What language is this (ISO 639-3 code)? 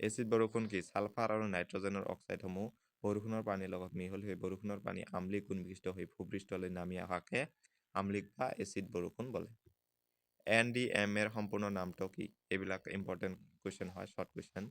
asm